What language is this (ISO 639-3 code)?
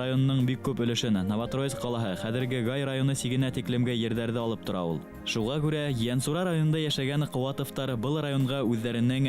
bak